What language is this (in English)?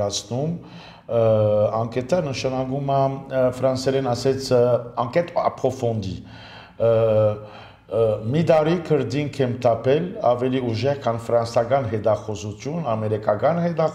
Armenian